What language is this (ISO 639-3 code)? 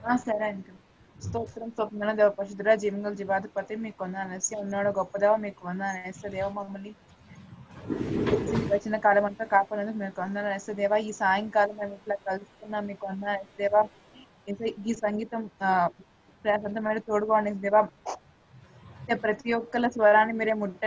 tel